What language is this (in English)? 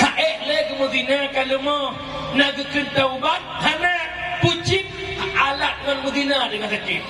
Achinese